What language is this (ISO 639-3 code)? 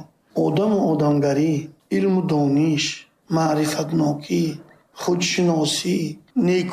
tgk